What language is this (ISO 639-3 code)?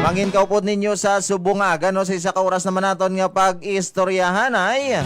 hil